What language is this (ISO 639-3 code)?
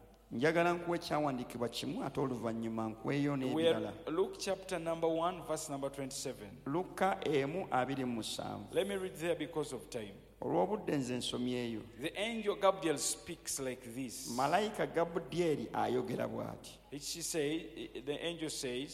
lug